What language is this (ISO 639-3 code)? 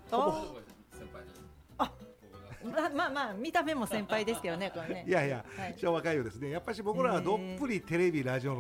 jpn